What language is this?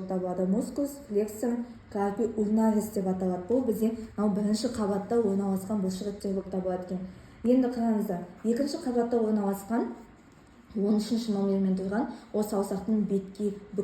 Kazakh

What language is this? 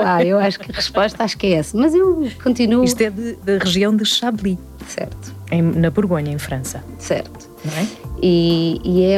Portuguese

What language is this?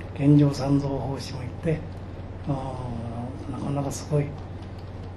Japanese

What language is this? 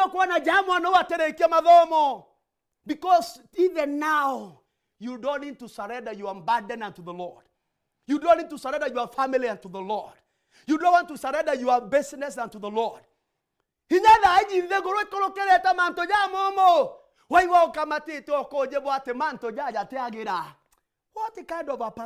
Meru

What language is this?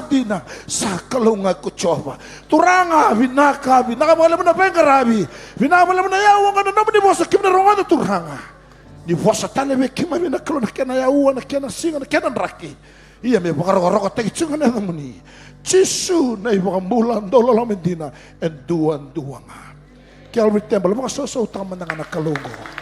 Fijian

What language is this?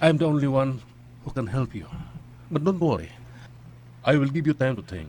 Cebuano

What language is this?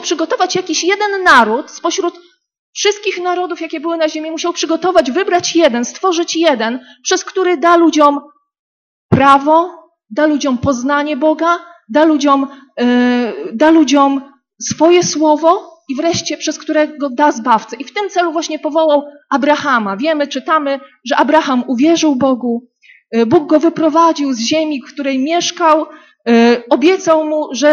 Polish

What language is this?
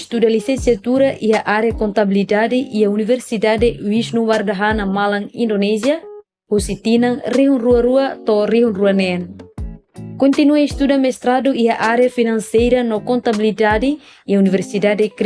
Tetum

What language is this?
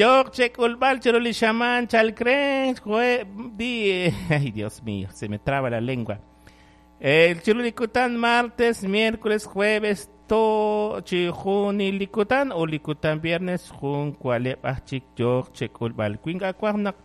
Kekchí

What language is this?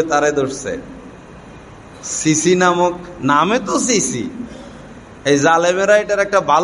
Bangla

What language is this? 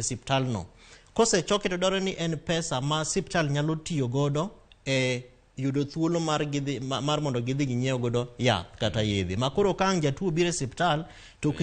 Luo (Kenya and Tanzania)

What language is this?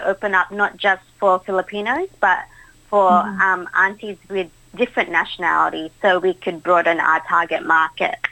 Filipino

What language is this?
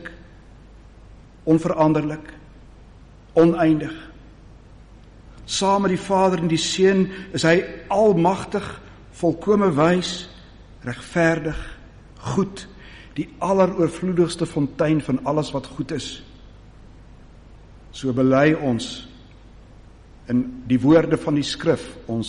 Afrikaans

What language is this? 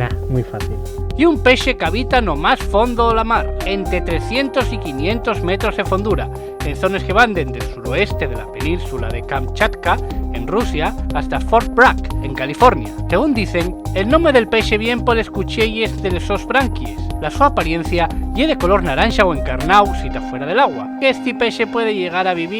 Asturian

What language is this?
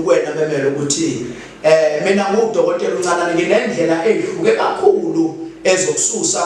Zulu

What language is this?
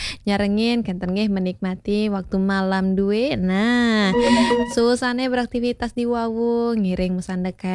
Balinese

